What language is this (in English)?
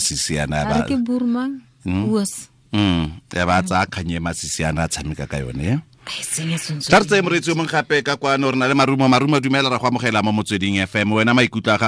Tswana